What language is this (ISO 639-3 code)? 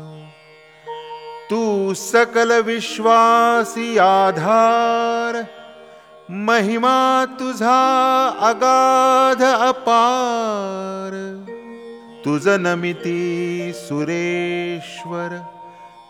mar